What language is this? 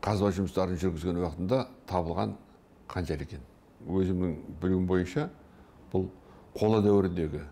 Kyrgyz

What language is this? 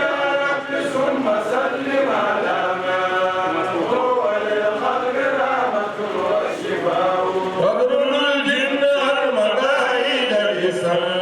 Fula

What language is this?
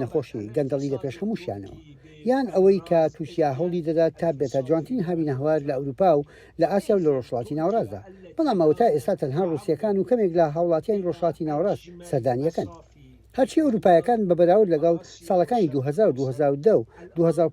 Central Kurdish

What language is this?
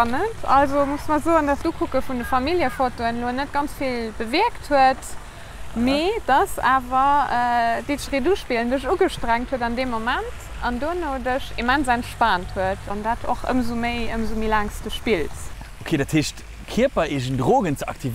Luxembourgish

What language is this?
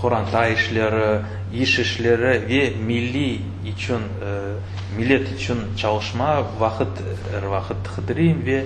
Crimean Tatar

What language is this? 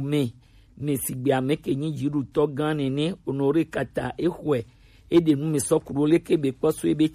Gen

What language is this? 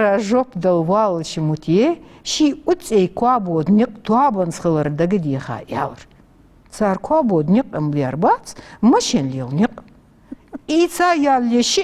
Ingush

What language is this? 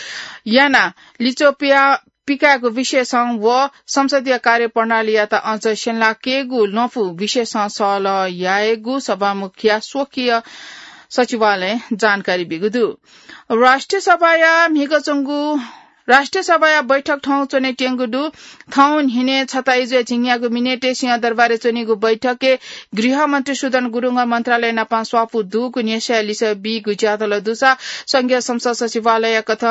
Newari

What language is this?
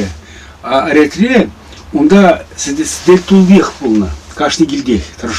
Chuvash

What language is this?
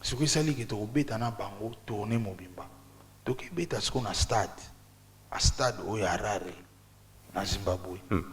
Lingala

